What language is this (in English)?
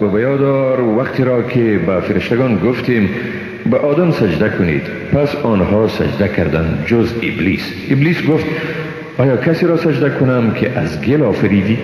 Persian